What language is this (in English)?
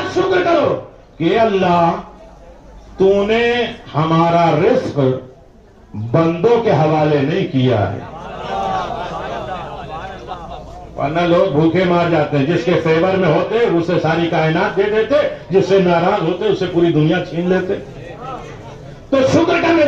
Urdu